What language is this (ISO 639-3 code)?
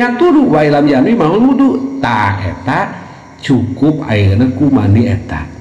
sun